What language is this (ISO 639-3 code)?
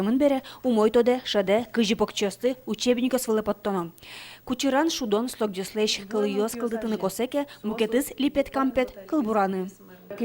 udm